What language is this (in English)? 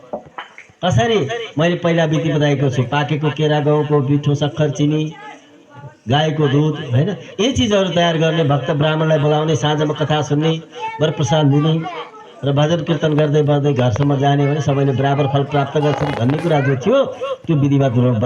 Nepali